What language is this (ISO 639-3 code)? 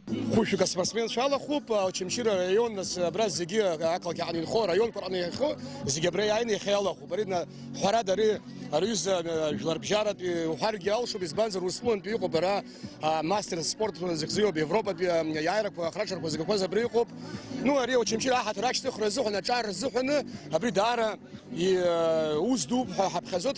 abk